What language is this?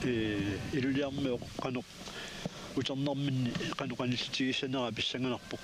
Kalaallisut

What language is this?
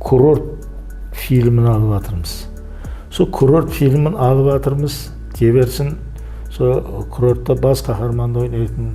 Kara-Kalpak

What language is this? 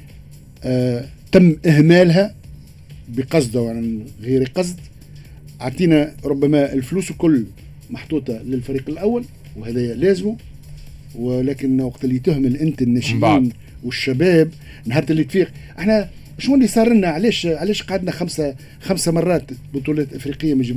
Tunisian Arabic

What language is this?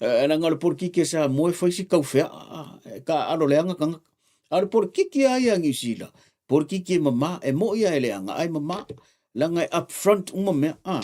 Samoan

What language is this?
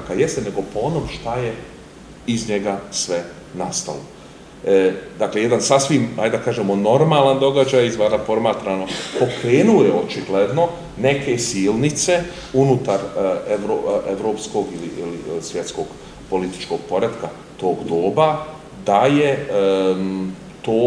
Serbian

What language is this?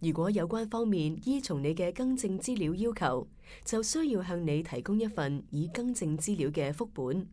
Cantonese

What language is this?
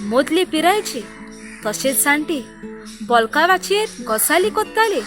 Konkani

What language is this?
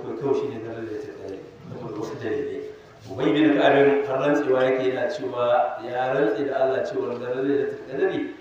Hausa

